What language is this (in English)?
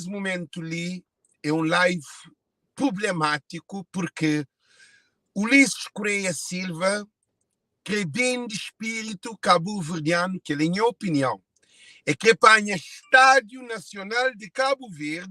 Kabuverdianu